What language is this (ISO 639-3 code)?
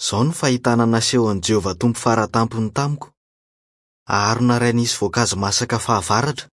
mlg